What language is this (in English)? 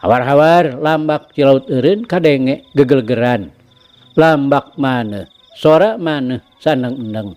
Sundanese